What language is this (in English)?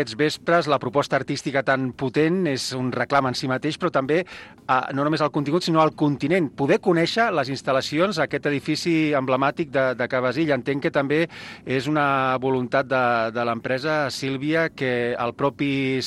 Catalan